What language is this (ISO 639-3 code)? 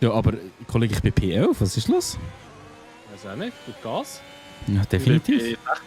gsw